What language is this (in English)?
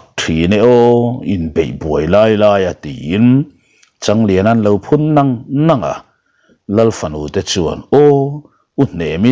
Mizo